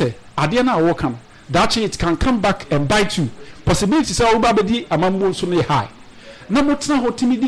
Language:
Akan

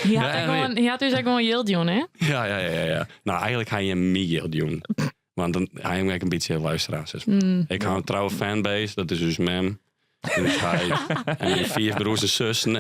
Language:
Western Frisian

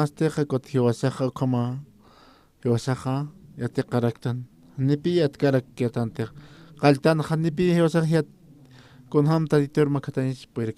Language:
Aymara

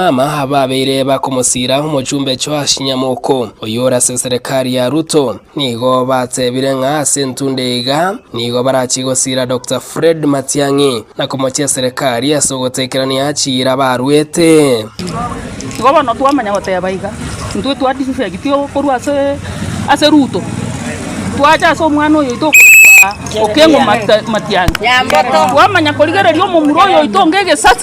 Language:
Gusii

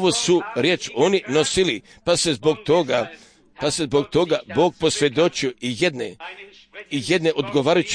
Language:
Croatian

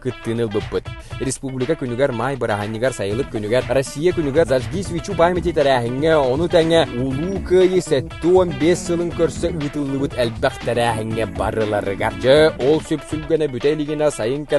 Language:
Yakut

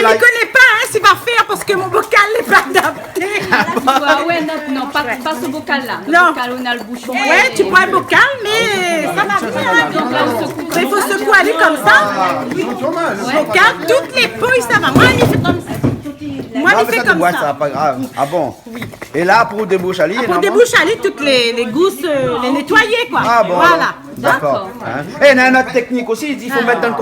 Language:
Réunion Creole French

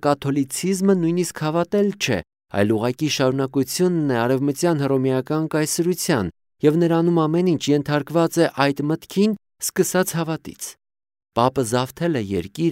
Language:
Armenian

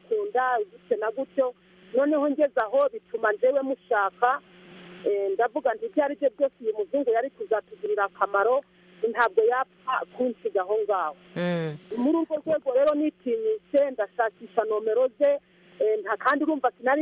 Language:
Kinyarwanda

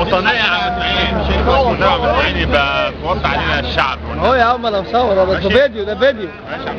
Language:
Egyptian Arabic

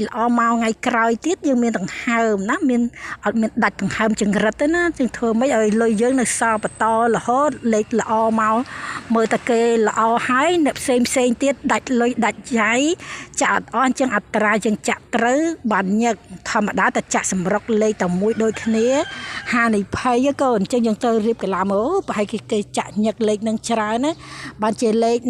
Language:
Khmer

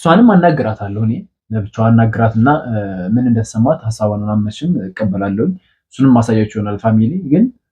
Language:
Amharic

